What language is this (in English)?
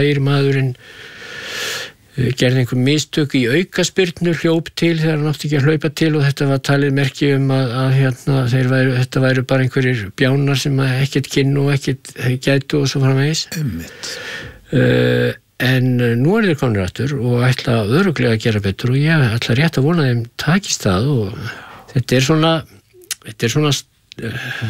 Icelandic